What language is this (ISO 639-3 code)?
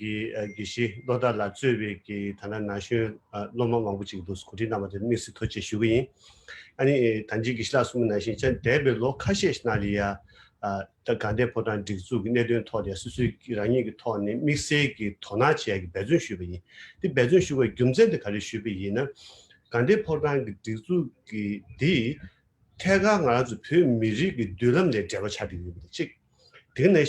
bod